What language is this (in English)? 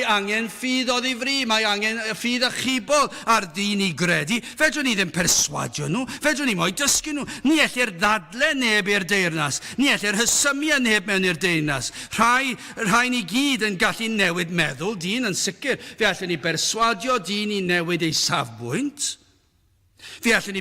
Welsh